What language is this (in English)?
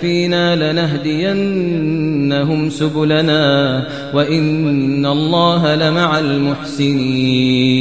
Kashmiri